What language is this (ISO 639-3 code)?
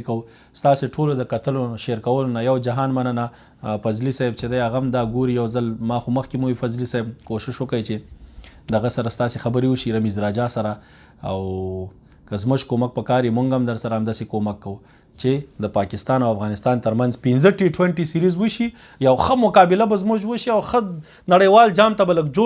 pus